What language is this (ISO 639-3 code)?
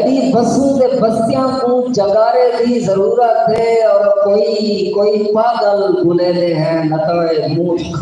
skr